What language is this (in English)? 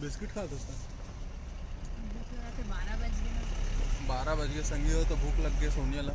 Chhattisgarhi